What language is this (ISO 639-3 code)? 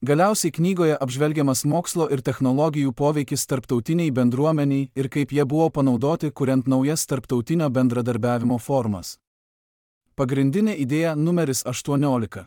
lit